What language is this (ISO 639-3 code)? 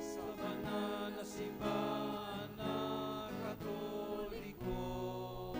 bik